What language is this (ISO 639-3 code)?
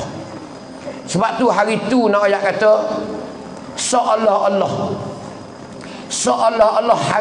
msa